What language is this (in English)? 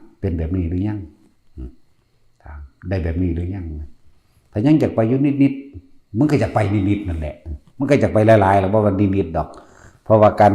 Northeastern Thai